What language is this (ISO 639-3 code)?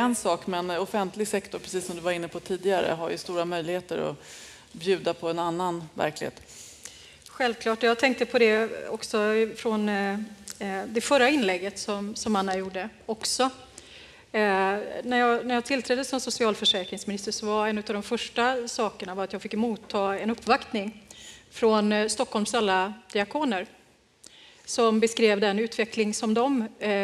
swe